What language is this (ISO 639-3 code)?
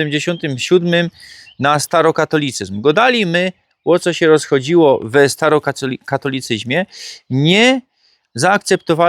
szl